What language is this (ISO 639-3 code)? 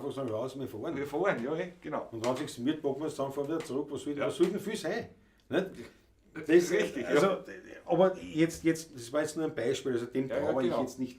bar